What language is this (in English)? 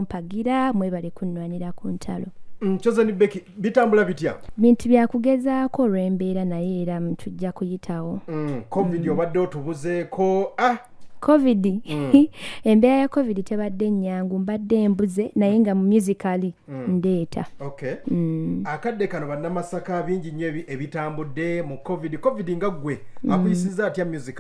Ganda